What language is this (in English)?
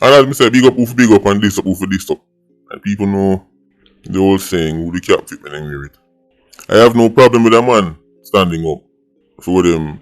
Jamaican Creole English